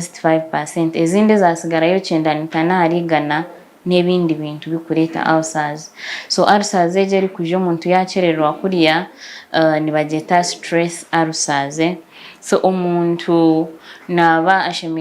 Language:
Nyankole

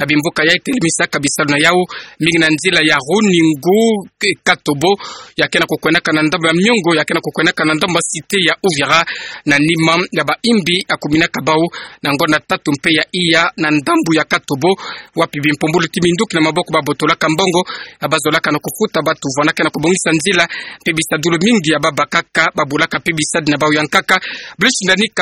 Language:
Kituba (Democratic Republic of Congo)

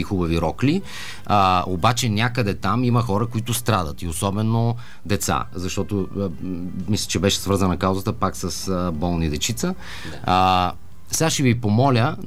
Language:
Bulgarian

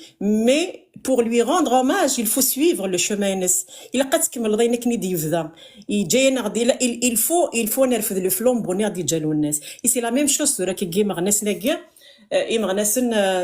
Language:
Kabyle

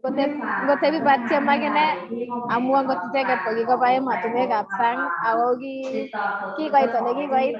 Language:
Kalenjin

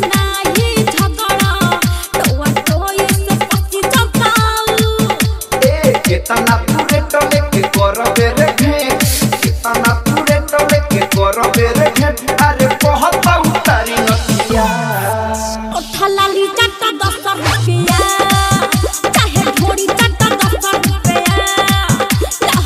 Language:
Bhojpuri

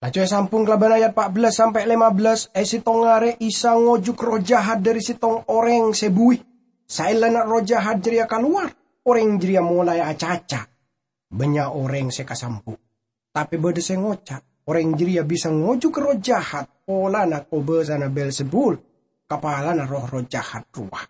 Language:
Madurese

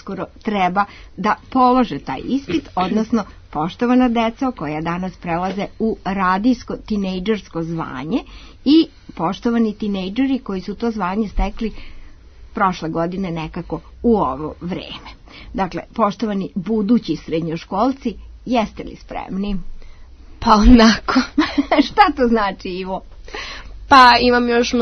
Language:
Serbian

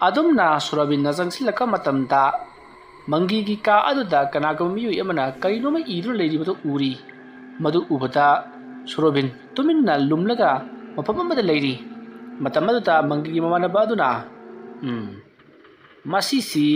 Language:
Manipuri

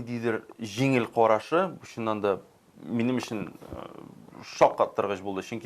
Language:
Tatar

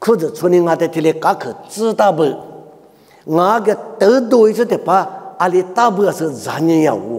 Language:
Lisu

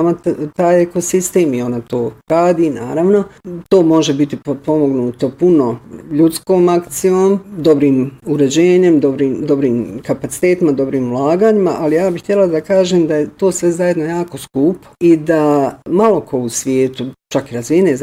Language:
Bosnian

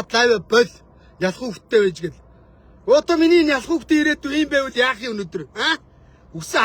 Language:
Mongolian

